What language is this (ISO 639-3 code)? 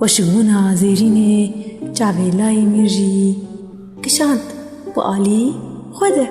kur